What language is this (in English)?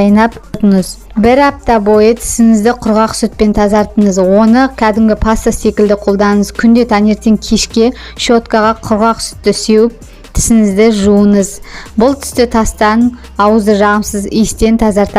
Kazakh